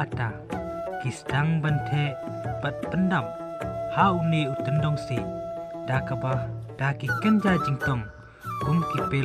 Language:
Khasi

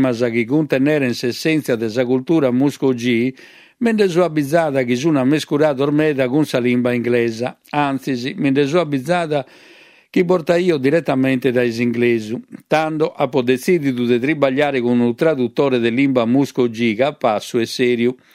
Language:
Sardinian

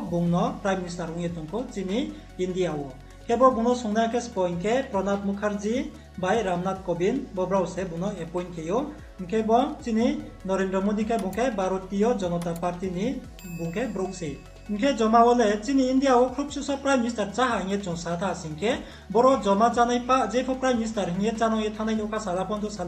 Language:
Riang (India)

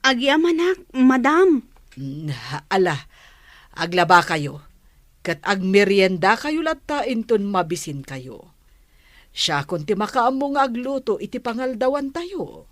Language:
Iloko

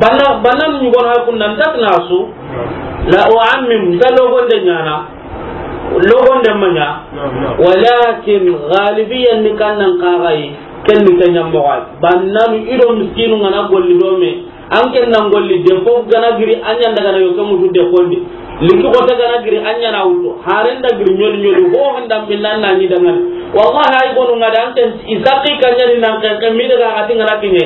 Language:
Soninke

